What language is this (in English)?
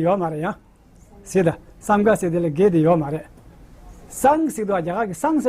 Tibetan